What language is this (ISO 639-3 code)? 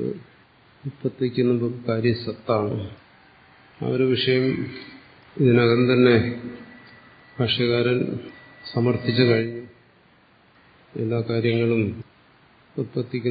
mal